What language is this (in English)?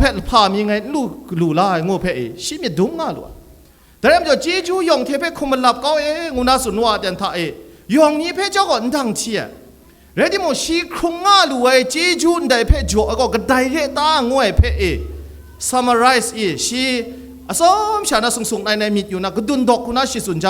Kachin